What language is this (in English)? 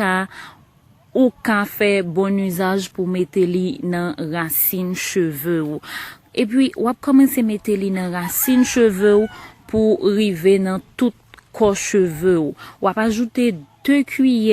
Haitian Creole